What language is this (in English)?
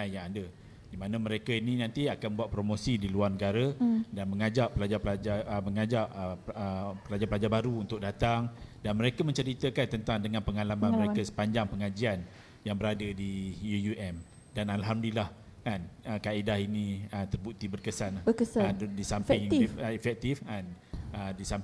Malay